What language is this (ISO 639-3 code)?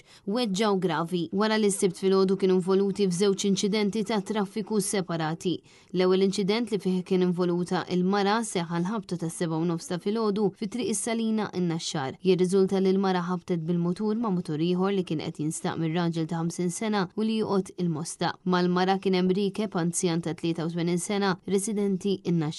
mlt